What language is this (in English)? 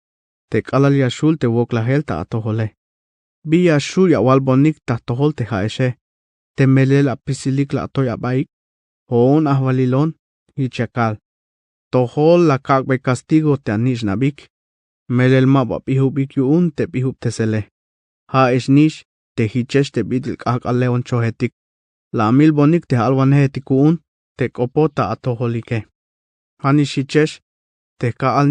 Tzeltal